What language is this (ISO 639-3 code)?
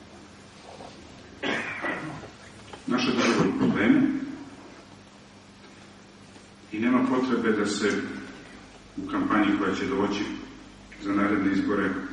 srp